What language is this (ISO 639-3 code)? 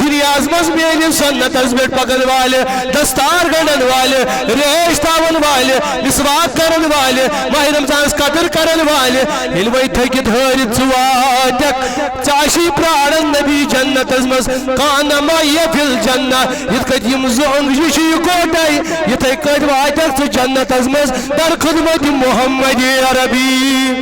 kas